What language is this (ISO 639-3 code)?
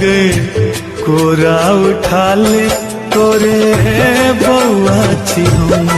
mai